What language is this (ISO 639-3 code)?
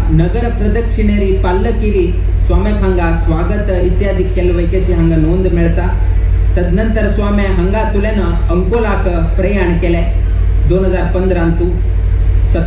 kok